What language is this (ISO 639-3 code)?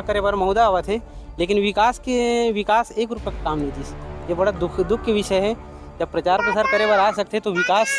hne